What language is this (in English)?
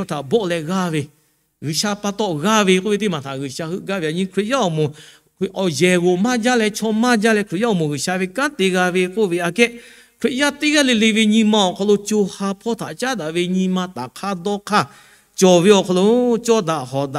Lahu